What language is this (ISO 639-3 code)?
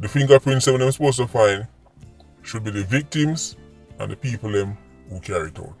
jam